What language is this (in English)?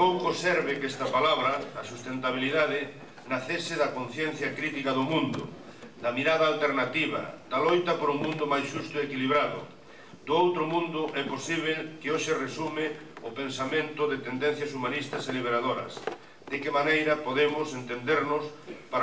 Galician